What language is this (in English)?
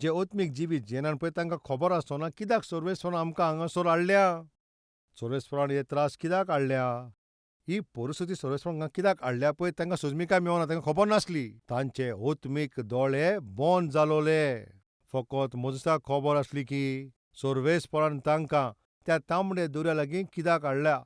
Konkani